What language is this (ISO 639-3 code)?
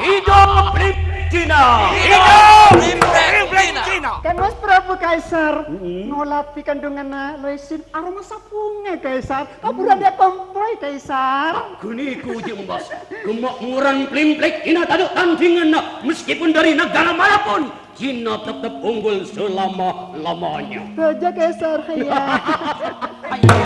mad